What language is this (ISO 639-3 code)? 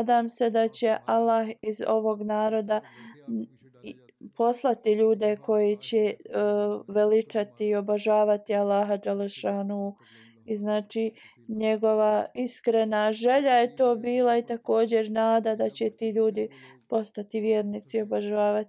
bos